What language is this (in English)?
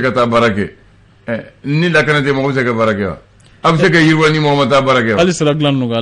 Bambara